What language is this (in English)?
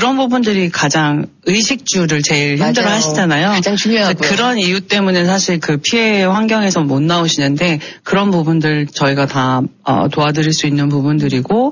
Korean